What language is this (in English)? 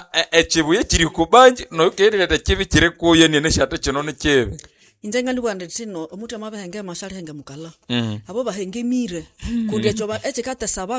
Nande